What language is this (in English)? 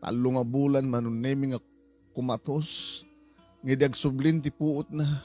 Iloko